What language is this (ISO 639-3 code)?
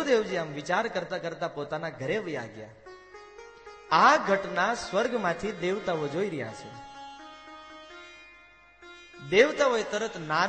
guj